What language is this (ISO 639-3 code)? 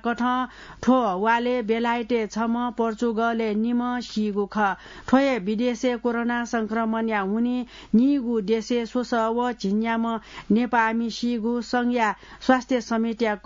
new